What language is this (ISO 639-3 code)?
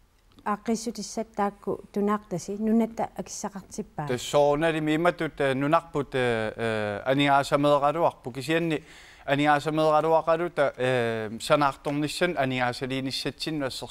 kal